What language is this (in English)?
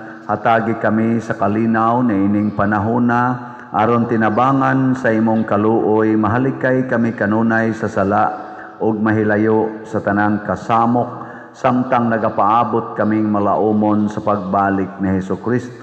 Cebuano